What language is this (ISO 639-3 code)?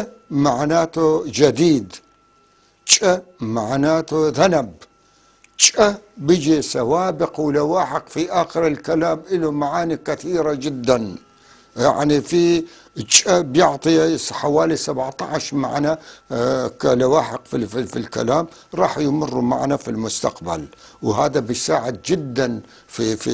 apc